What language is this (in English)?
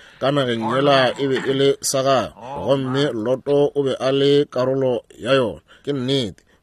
Northern Sotho